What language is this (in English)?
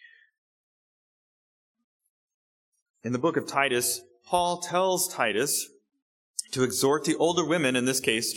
English